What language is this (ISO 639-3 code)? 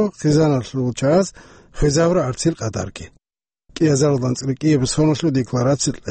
ava